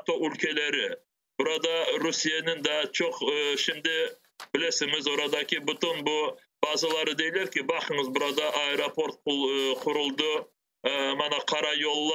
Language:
Crimean Tatar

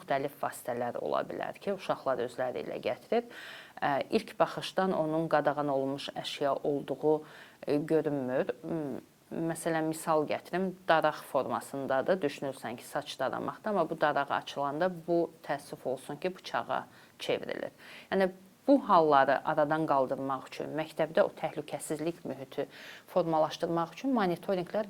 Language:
Azerbaijani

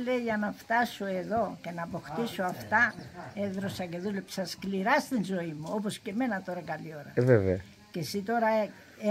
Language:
Greek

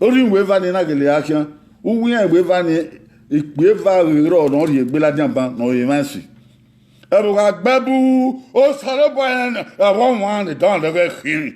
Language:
Bini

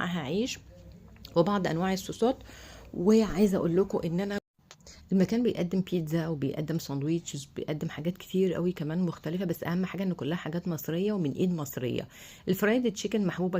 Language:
Egyptian Arabic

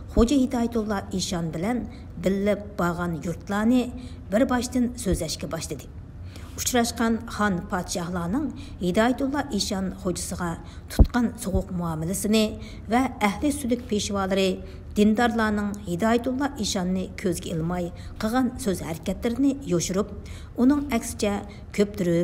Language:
Uyghur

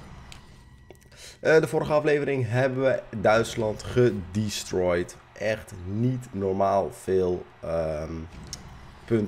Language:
Dutch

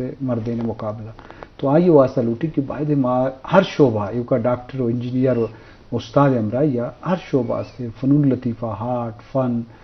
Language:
Eastern Balochi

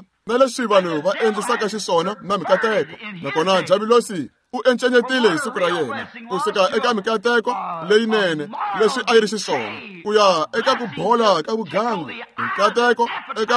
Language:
Tsonga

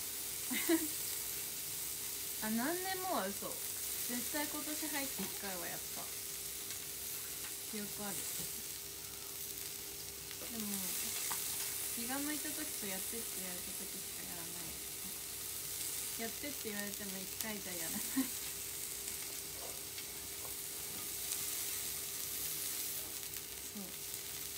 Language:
Japanese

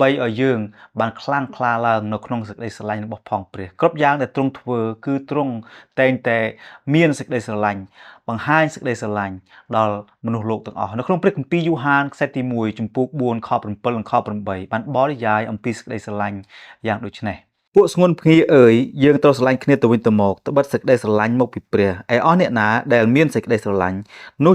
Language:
Khmer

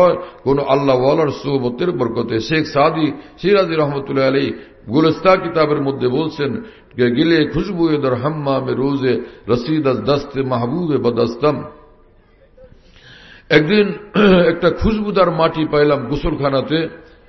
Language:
Bangla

